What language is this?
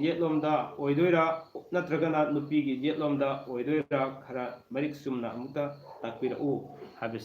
Manipuri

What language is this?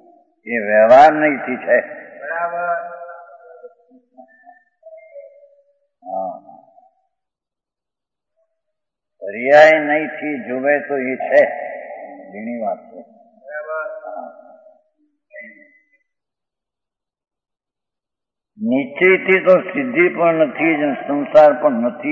Gujarati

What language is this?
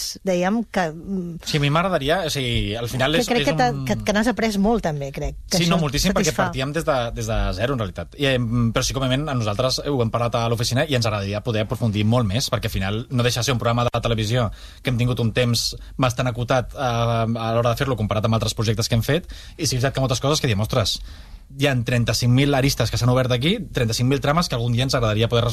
Catalan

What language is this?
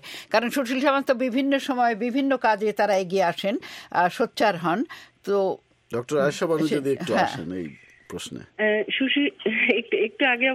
Bangla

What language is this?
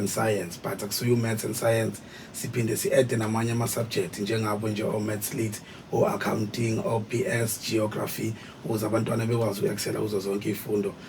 Zulu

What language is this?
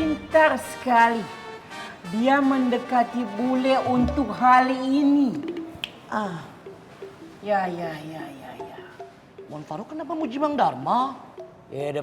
Betawi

